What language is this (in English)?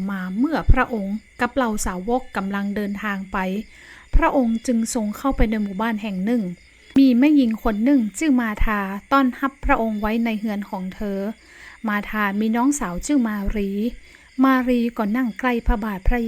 Northern Thai